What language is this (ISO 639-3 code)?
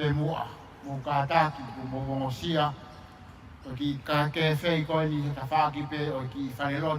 ton